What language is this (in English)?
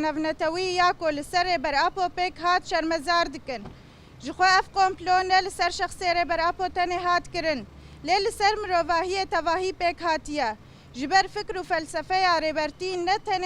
Kurdish